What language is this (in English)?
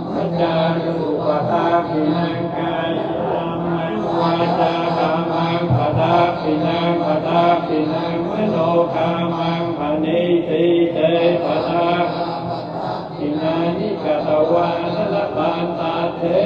Pali